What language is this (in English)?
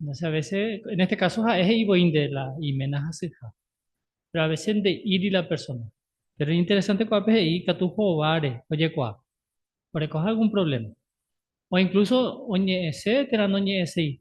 Guarani